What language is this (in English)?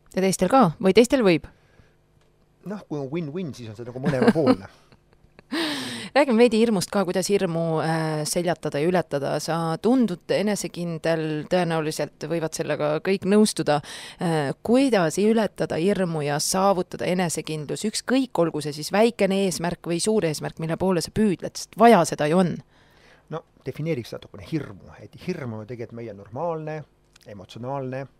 Estonian